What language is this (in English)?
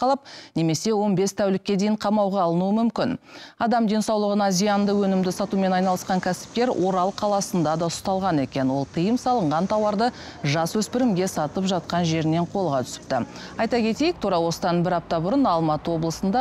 Kazakh